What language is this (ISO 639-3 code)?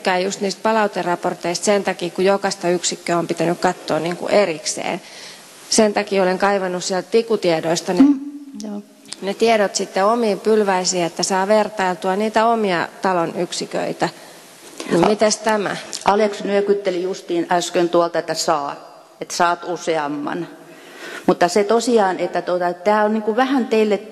fin